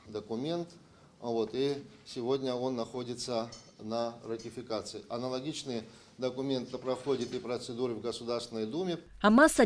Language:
Abkhazian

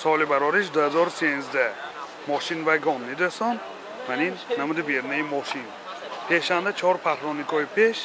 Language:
Tajik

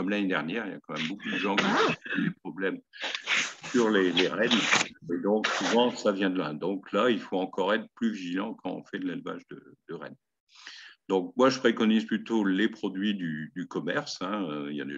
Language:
French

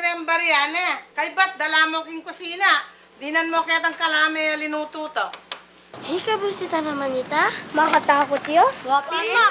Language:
Pampanga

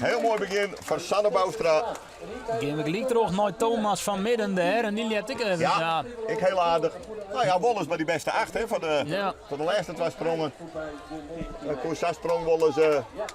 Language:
Western Frisian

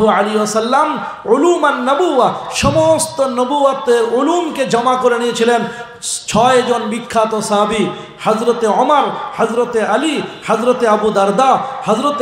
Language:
Bangla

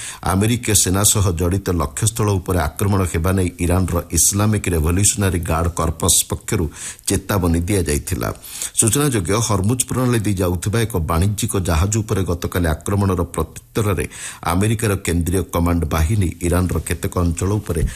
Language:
Odia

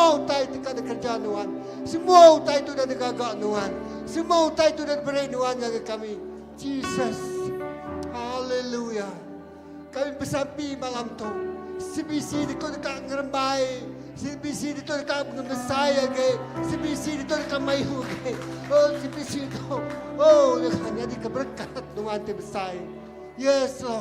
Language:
Iban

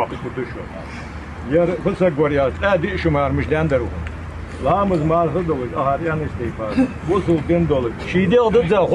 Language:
Ingush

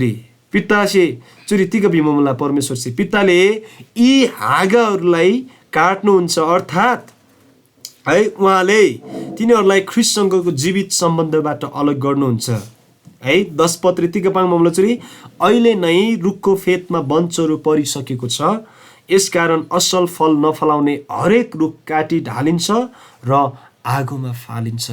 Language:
Eastern Tamang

